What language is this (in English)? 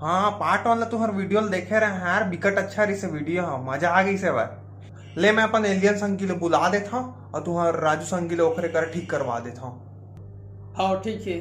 Chhattisgarhi